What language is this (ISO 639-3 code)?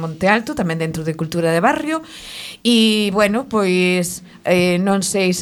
glg